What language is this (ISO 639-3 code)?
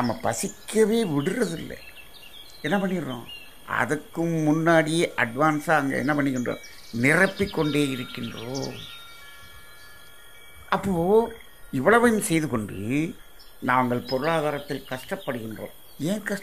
tam